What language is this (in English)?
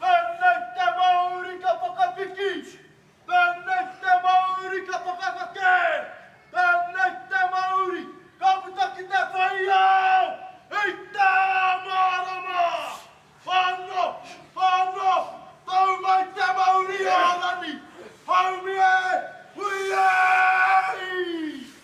Māori